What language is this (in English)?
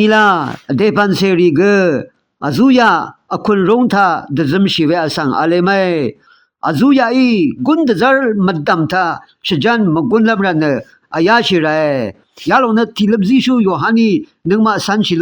Rawang